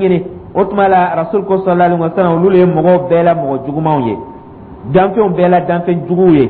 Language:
Dyula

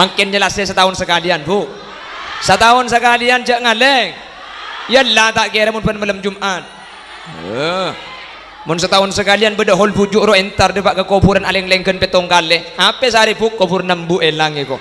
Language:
Madurese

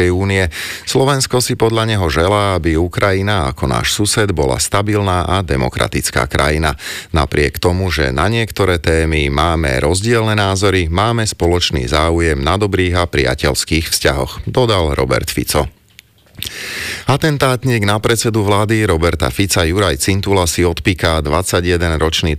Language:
Slovak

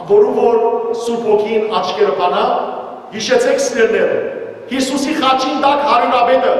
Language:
Western Armenian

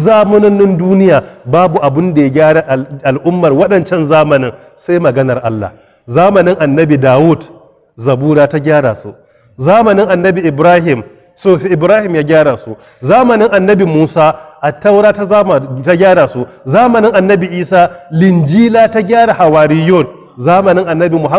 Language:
Hausa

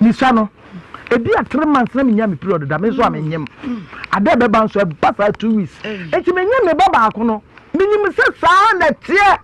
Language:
Akan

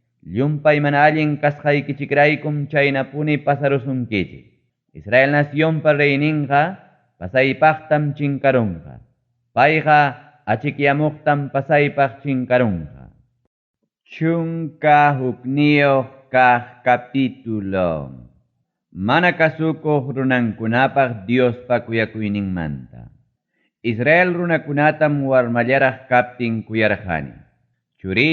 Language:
Ayacucho Quechua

